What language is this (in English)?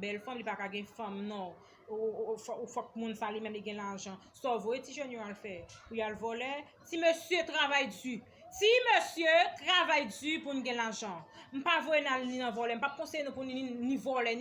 Haitian Creole